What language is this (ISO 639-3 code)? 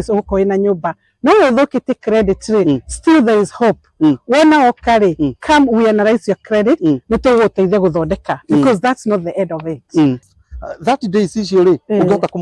kik